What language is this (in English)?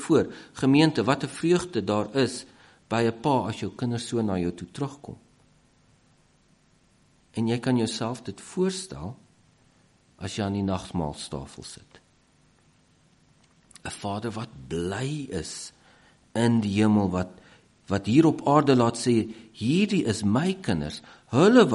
Afrikaans